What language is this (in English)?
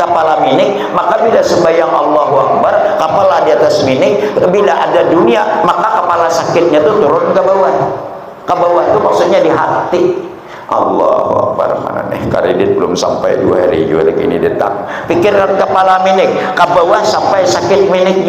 Banjar